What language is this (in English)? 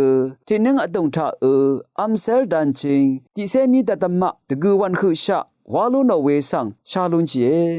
Rawang